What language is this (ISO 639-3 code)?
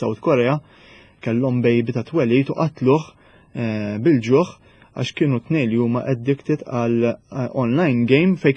mlt